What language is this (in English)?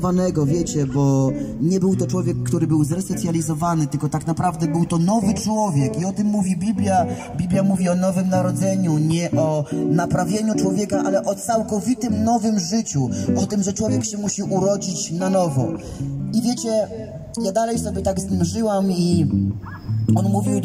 Polish